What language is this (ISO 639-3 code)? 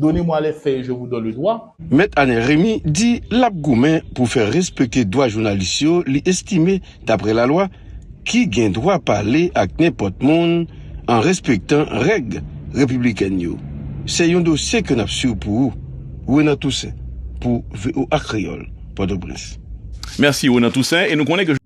hat